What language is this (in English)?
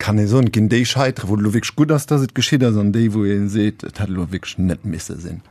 Luxembourgish